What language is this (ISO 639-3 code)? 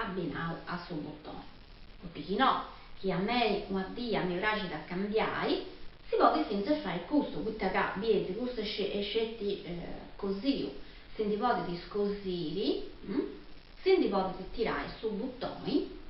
srd